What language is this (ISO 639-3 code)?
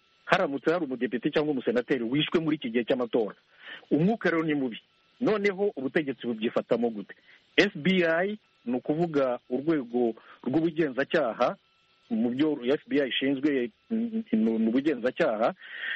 kin